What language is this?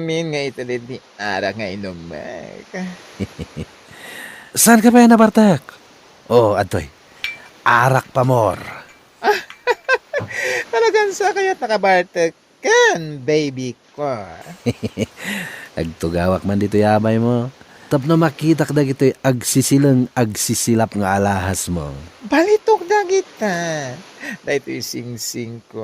Iloko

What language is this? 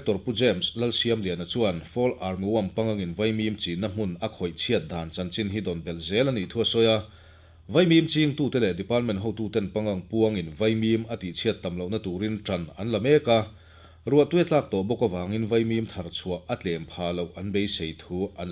Mizo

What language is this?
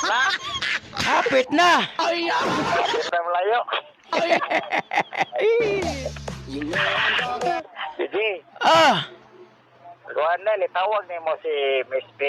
Cebuano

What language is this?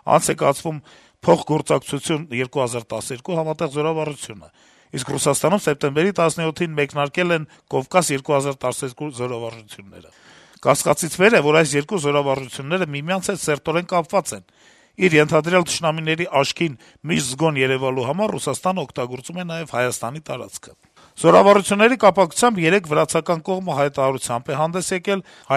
Armenian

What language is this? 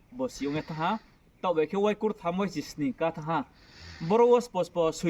Riang (India)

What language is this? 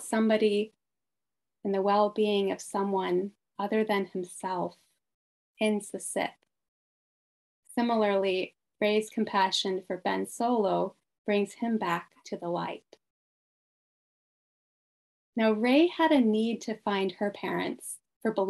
English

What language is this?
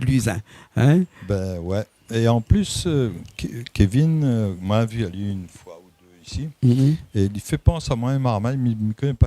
Réunion Creole French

